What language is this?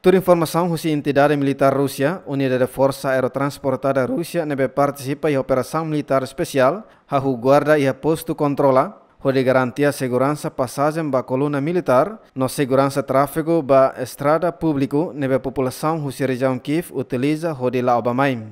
Tetum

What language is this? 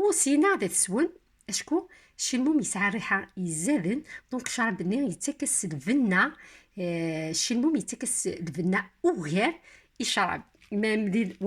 Kabyle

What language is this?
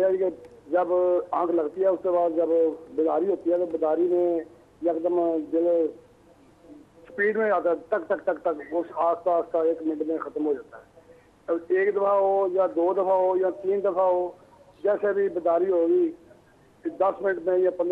Urdu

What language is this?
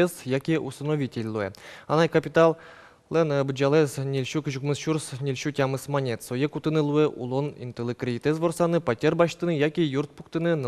Udmurt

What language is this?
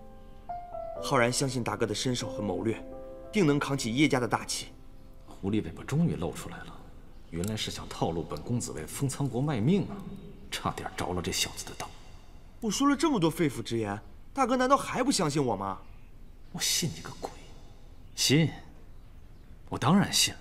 Chinese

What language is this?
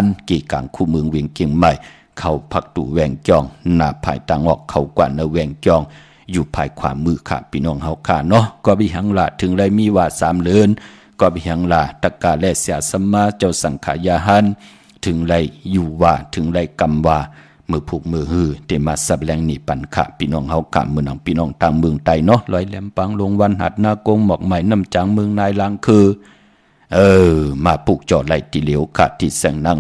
Shan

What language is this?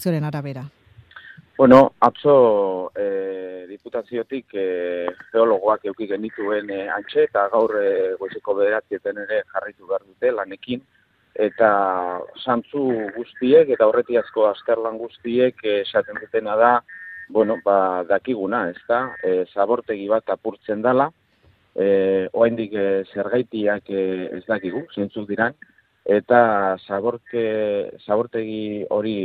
Basque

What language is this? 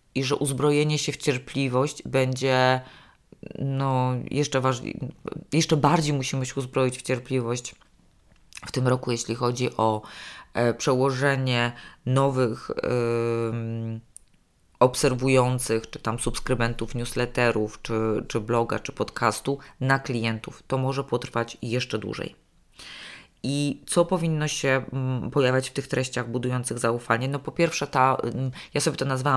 Polish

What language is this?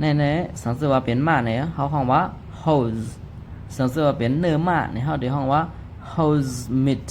Shan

